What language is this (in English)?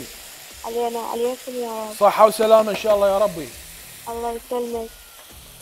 Mesopotamian Arabic